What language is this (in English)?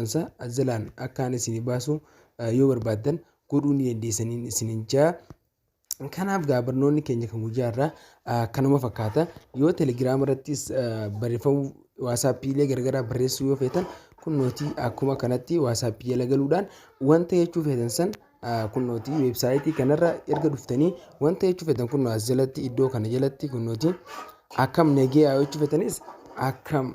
Oromo